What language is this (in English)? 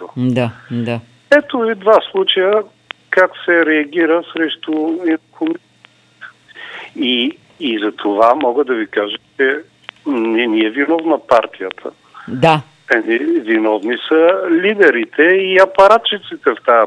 Bulgarian